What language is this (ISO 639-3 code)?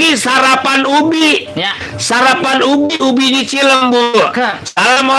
bew